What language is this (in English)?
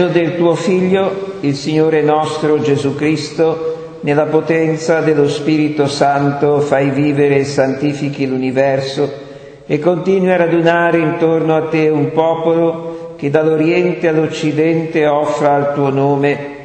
Italian